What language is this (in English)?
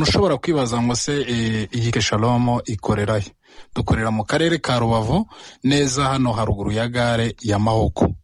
Kinyarwanda